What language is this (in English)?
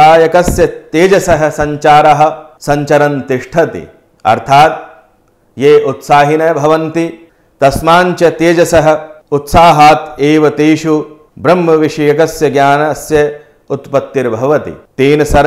Sanskrit